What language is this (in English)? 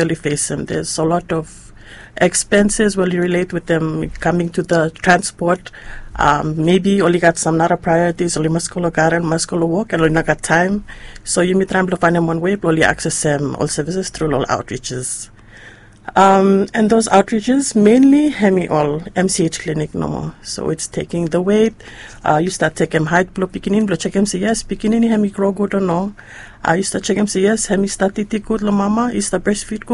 Bislama